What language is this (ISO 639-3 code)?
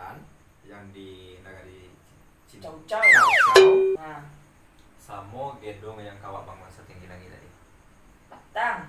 min